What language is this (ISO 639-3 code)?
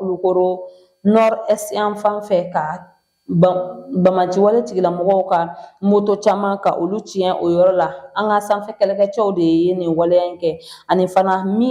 bam